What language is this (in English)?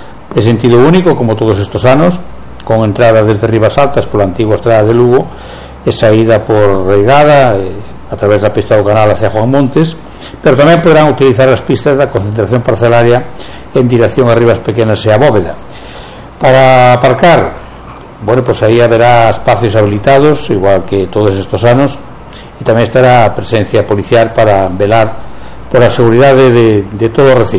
Galician